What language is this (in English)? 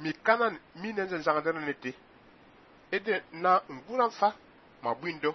Fang